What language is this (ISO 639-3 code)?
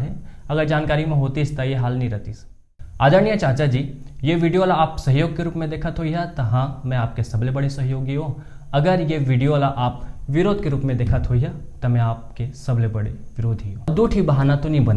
hne